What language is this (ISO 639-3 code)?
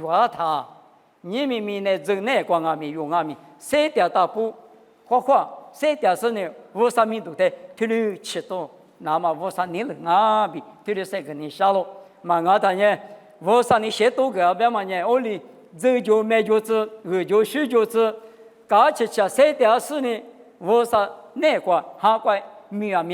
lis